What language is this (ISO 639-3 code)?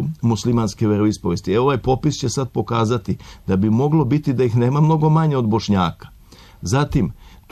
srp